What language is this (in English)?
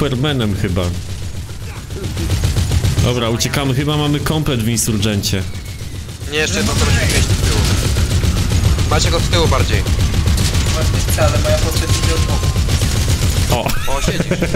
Polish